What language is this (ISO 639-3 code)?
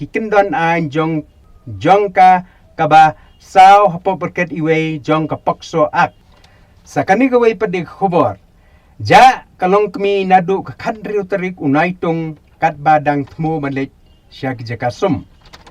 kha